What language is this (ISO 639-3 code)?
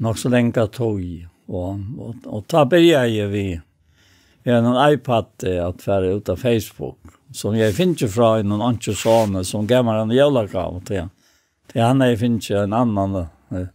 fao